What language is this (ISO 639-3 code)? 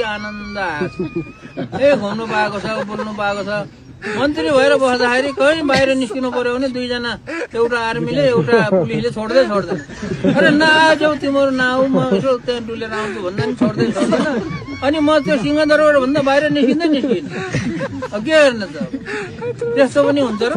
nep